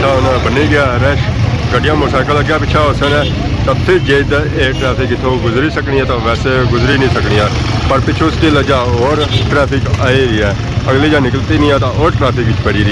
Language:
Pahari-Potwari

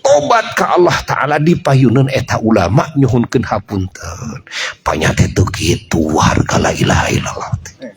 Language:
Sundanese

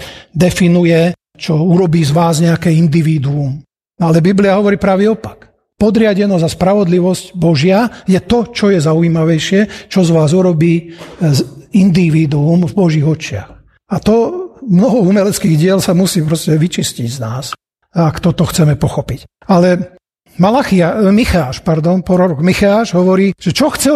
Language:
Slovak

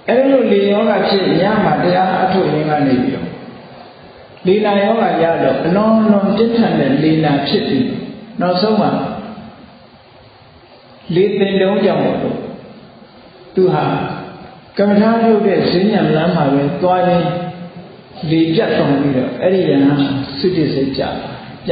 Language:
Burmese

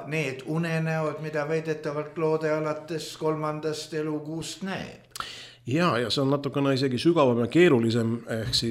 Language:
Estonian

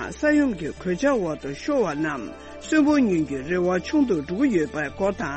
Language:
Tibetan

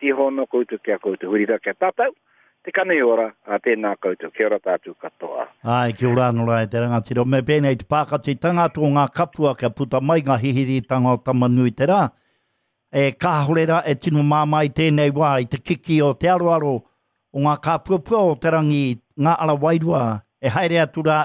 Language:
Māori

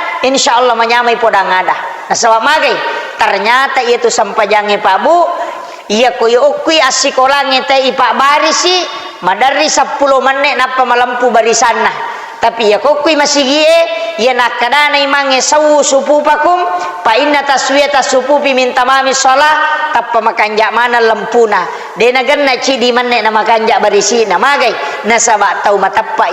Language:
Buginese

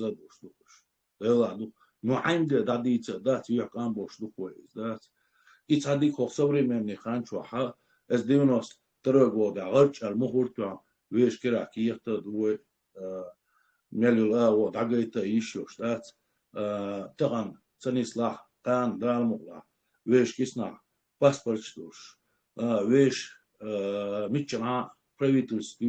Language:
Chechen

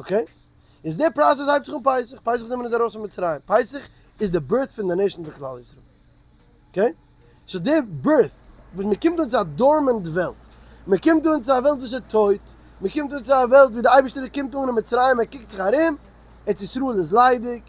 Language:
Yiddish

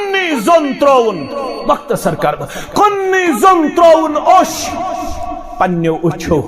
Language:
Kashmiri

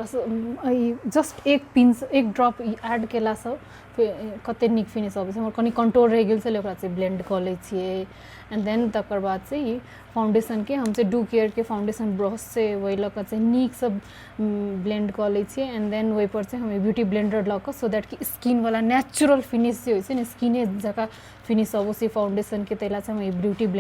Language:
Maithili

